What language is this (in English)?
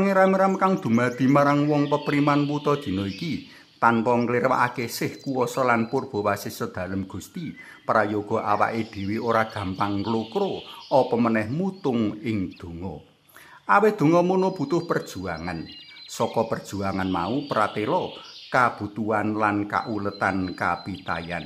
Javanese